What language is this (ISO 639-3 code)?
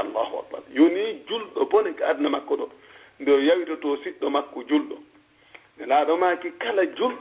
ful